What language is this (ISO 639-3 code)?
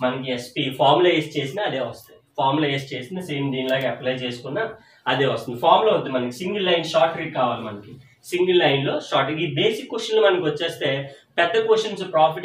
tel